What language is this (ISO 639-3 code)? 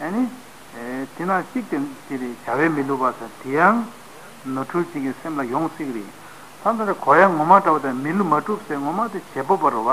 bod